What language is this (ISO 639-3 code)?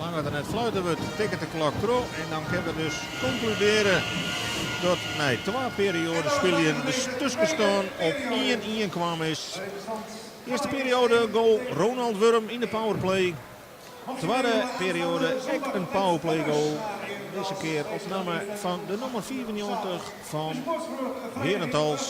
fry